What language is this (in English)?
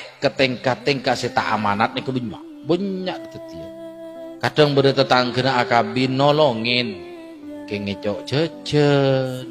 Madurese